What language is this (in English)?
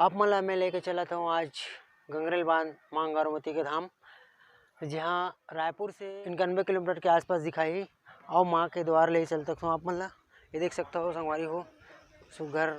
Chhattisgarhi